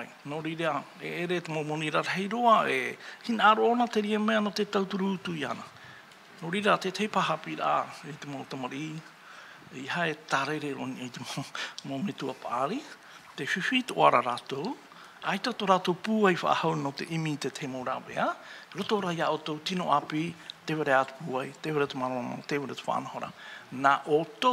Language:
Tahitian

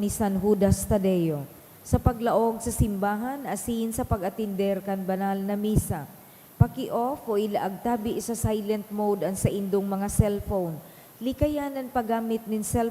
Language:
Bikol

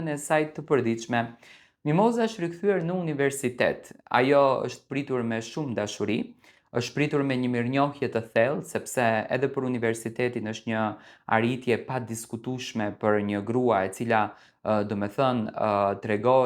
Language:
Albanian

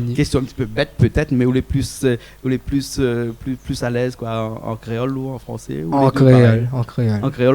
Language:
Réunion Creole French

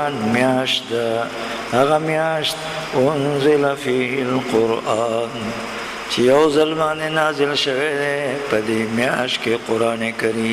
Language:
Pashto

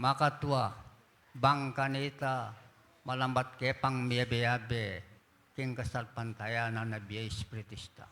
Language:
Pampanga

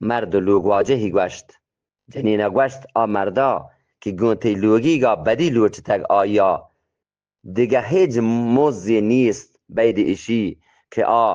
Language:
Eastern Balochi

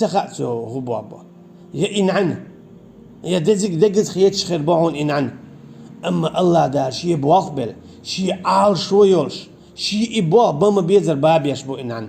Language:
Chechen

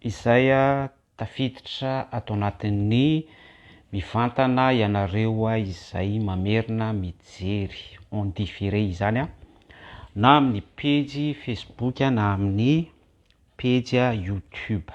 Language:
Malagasy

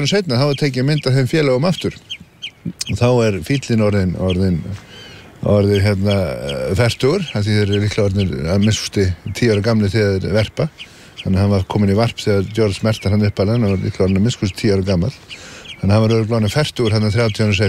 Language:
Icelandic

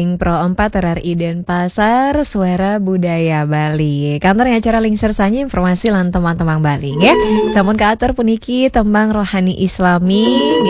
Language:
Balinese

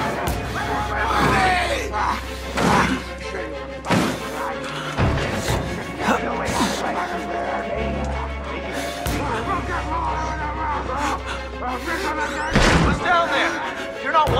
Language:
English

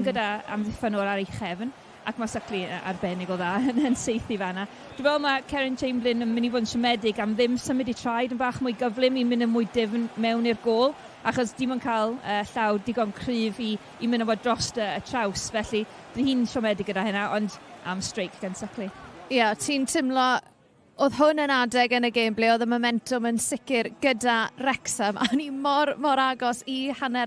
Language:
Welsh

